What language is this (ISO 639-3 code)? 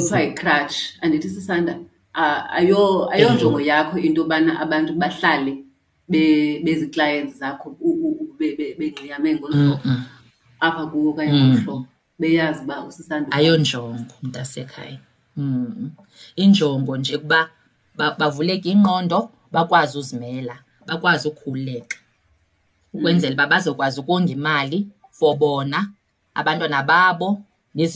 xho